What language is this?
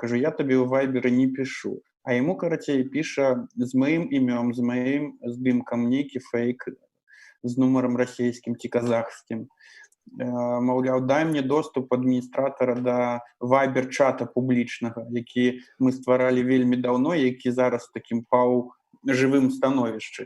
Belarusian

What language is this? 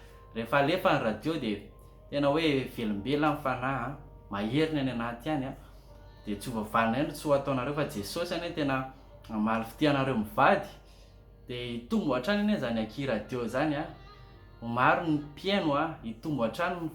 Malagasy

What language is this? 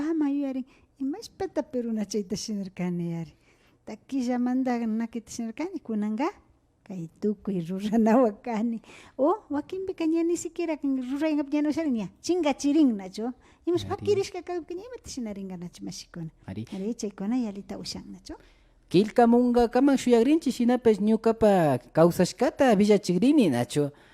Imbabura Highland Quichua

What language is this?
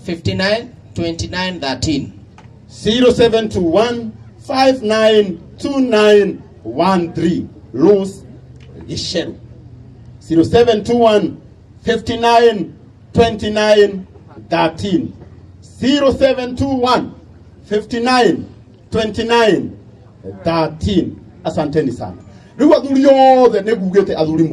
Kikuyu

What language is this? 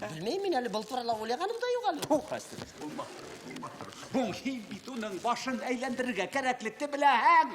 Bashkir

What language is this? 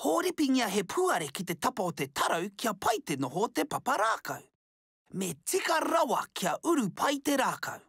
Māori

